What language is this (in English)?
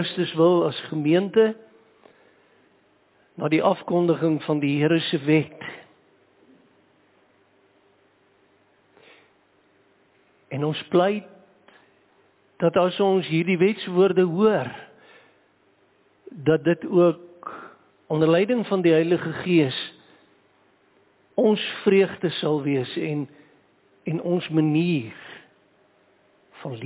Afrikaans